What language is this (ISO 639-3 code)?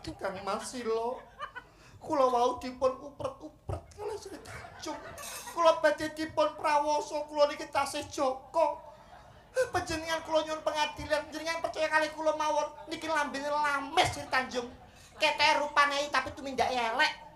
jav